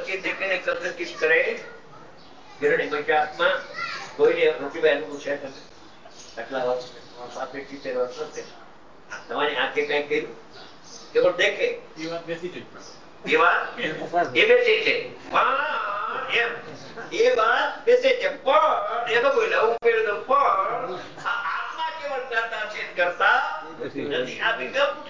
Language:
Gujarati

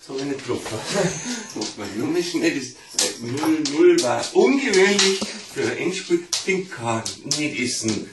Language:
Bavarian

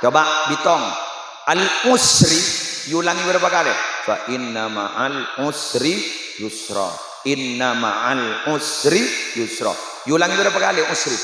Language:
Madurese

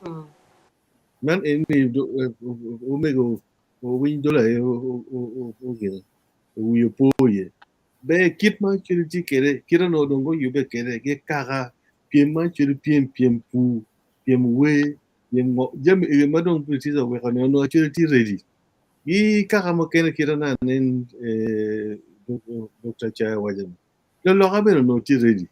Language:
Acoli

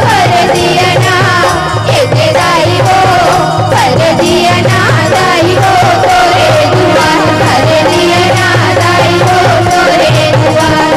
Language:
Chhattisgarhi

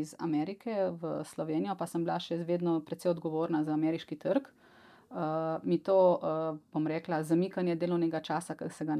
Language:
Slovenian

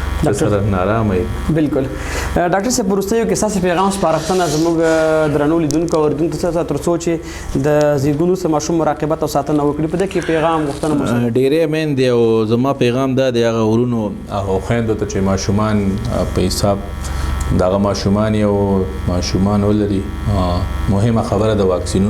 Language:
Pashto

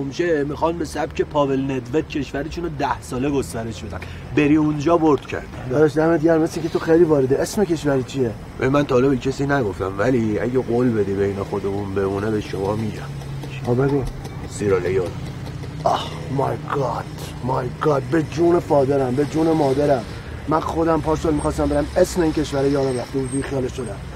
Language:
Persian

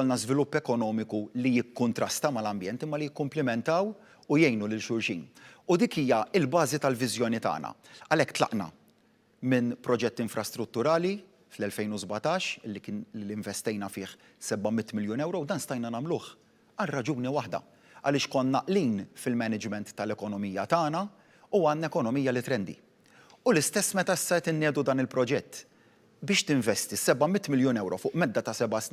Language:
Maltese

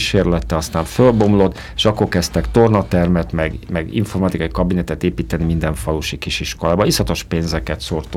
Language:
Hungarian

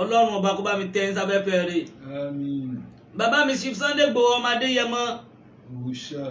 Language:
Yoruba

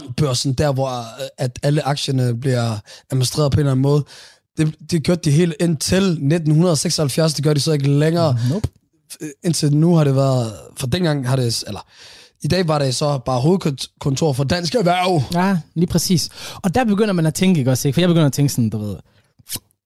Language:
Danish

